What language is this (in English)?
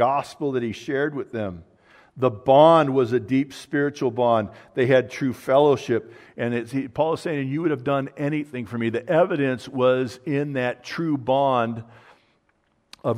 English